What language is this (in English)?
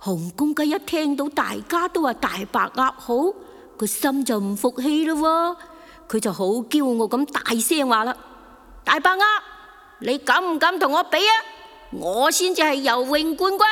Cantonese